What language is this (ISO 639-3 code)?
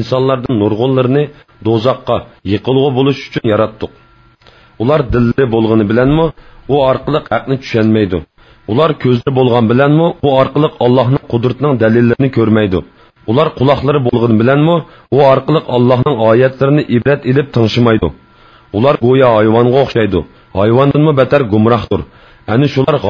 uig